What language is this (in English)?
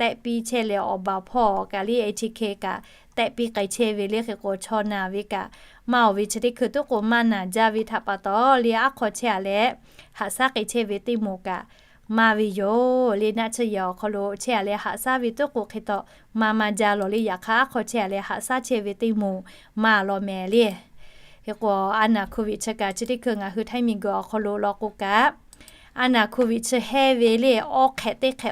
Lahu